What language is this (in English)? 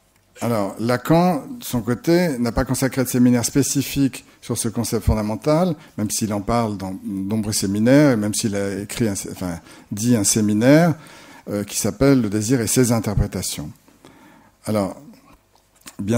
French